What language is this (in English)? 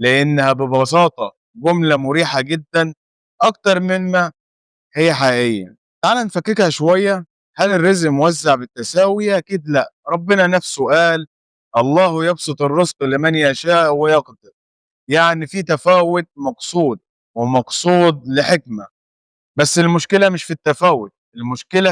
Egyptian Arabic